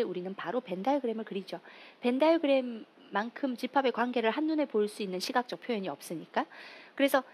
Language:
Korean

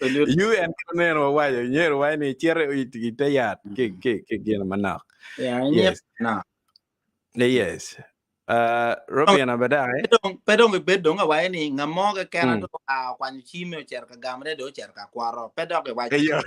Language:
Acoli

